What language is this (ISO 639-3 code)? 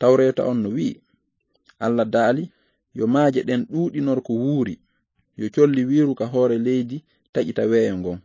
ful